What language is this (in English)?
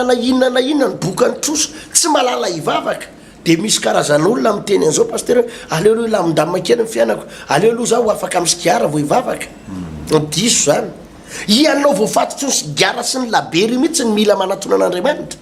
Malagasy